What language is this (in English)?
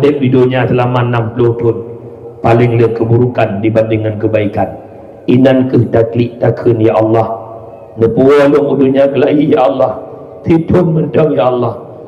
Achinese